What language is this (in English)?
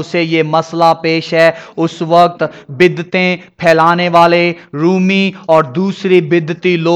Urdu